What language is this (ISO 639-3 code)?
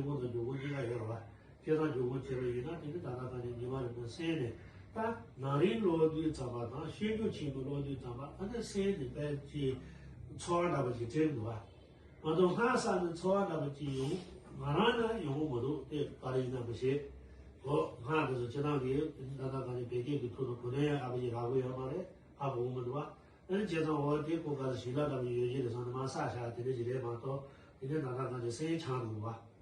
bod